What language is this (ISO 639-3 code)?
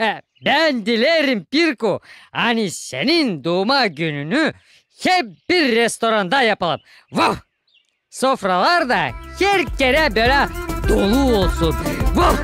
gag